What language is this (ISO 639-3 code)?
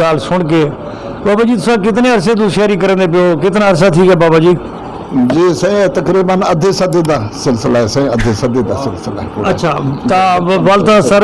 skr